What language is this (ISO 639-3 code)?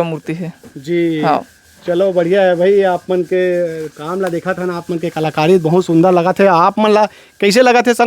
hne